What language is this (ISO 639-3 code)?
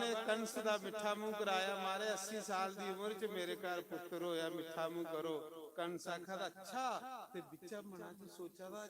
doi